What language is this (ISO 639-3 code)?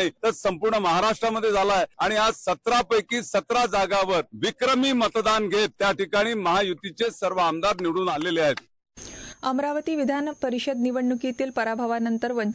mar